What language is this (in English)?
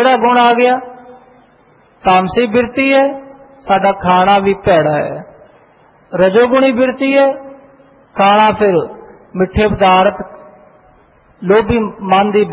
Punjabi